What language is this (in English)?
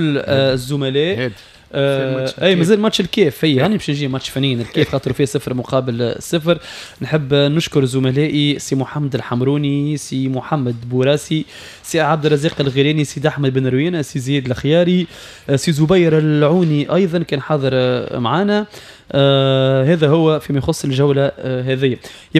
Tunisian Arabic